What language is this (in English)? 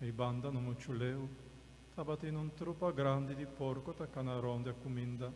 Papiamento